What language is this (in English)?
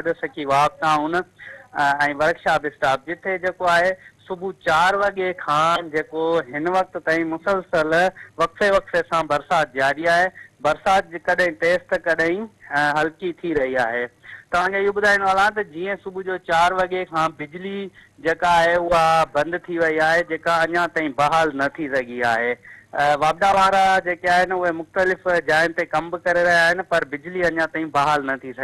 Sindhi